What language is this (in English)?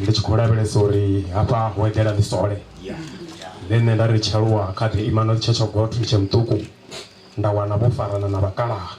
Venda